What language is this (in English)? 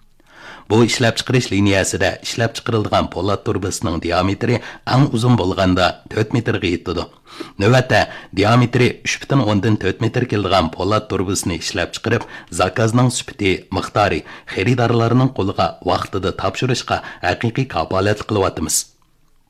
Uyghur